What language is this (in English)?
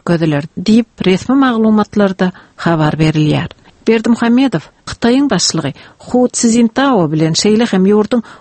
Turkmen